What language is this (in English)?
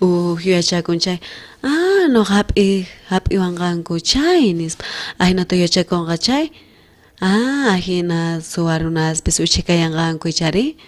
South Bolivian Quechua